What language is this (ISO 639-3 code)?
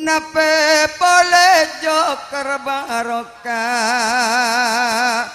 mad